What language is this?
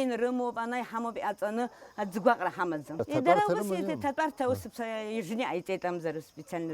Abkhazian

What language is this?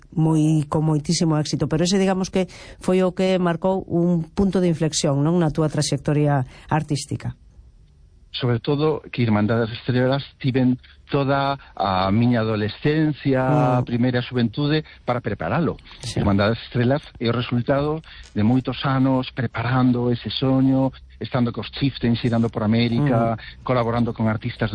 Galician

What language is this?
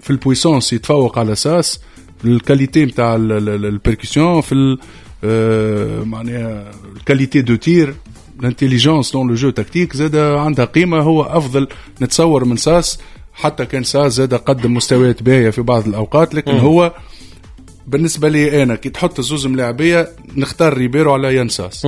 Tunisian Arabic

